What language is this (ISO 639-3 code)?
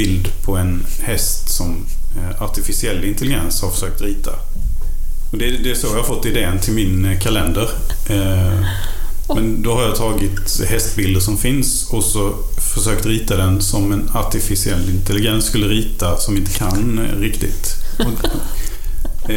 swe